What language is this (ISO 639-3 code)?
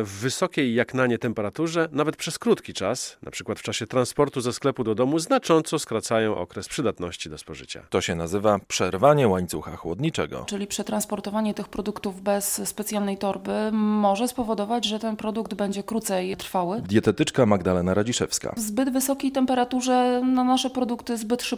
pol